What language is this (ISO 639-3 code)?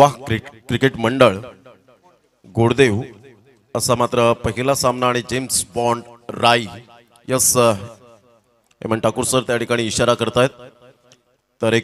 mar